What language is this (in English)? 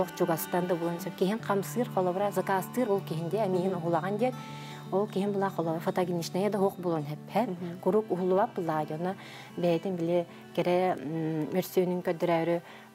Yakut